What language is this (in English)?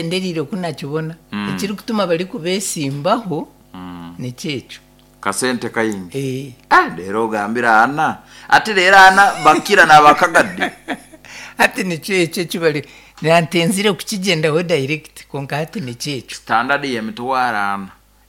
Nyankole